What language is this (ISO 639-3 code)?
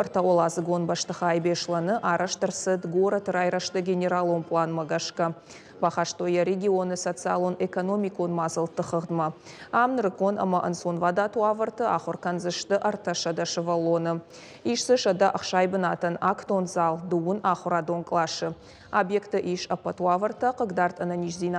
oss